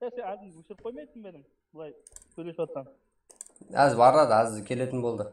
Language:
Kara-Kalpak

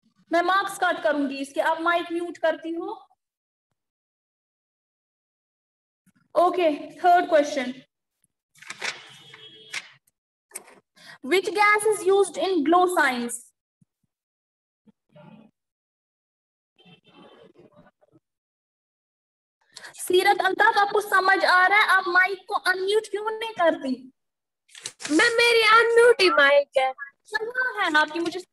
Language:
Hindi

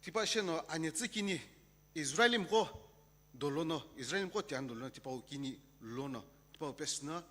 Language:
Sumi Naga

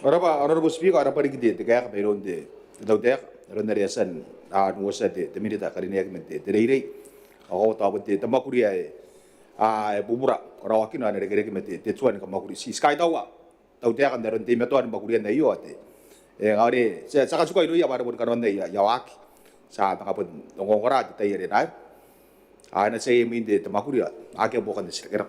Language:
Gilbertese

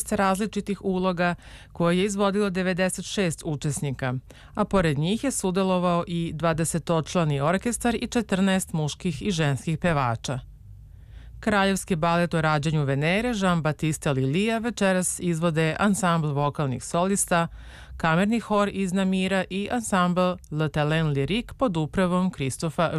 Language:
Serbian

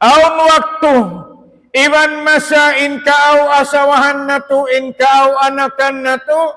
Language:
Tausug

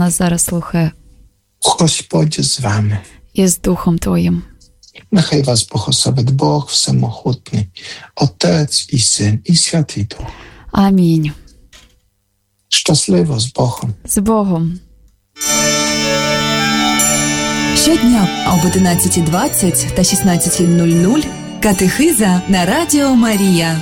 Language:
Ukrainian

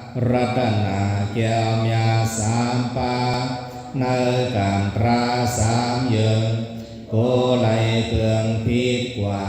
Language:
Shan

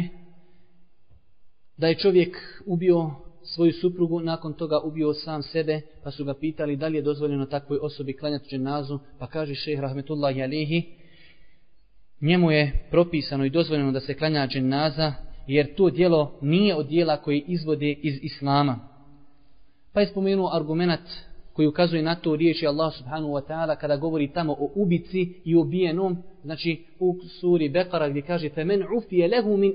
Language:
Bosnian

